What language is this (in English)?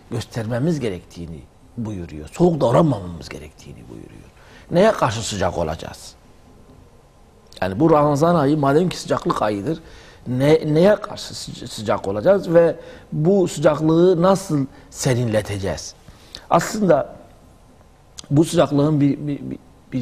Turkish